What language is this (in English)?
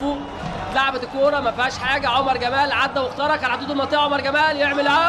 Egyptian Arabic